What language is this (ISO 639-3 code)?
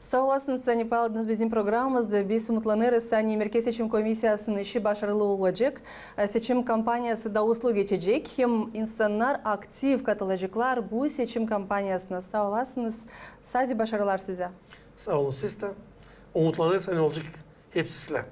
gag